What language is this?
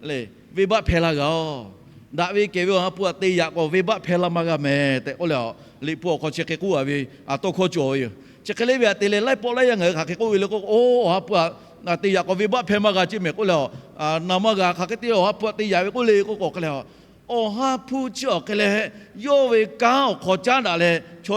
Lahu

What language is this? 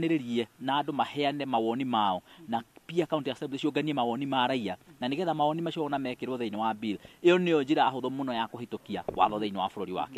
Kikuyu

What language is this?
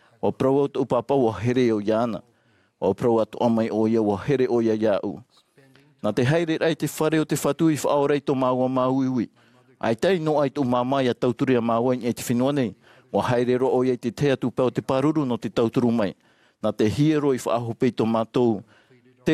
Tahitian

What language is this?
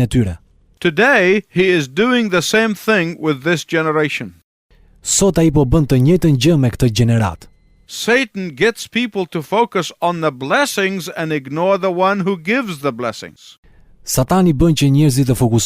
Albanian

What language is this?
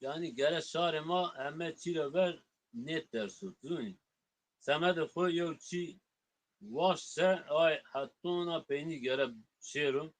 Zaza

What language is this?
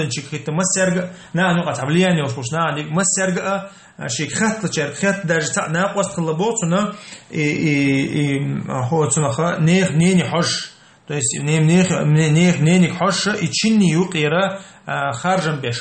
Chechen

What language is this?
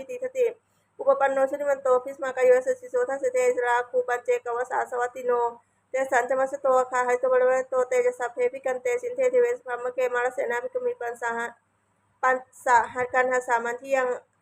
Pali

